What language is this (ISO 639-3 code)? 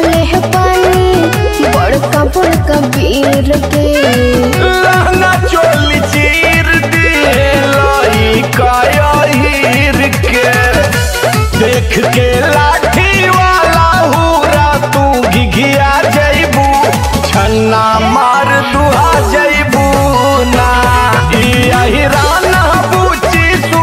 bho